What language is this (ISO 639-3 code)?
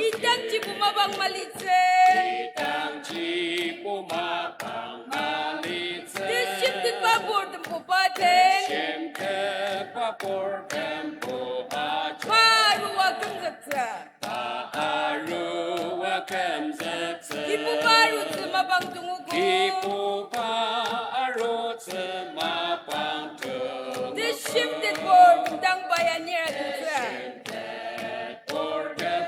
njo